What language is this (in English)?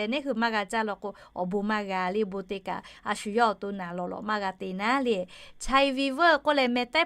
Lahu